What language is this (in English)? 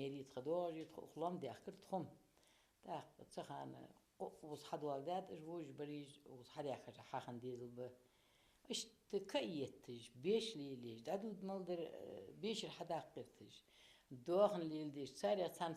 Ingush